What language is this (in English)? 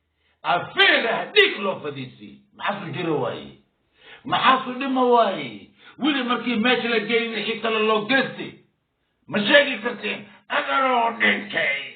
Somali